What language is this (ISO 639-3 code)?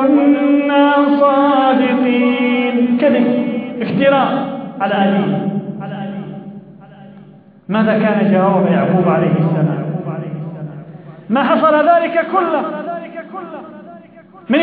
ara